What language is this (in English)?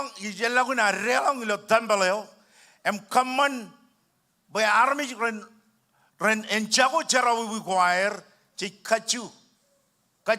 Marshallese